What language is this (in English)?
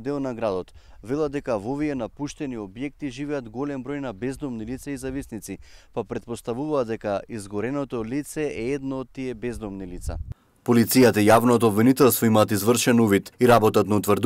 Macedonian